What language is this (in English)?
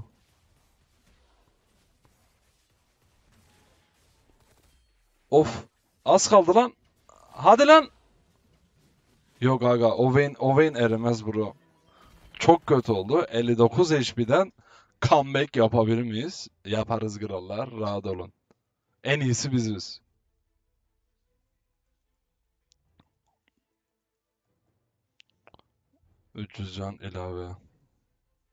Turkish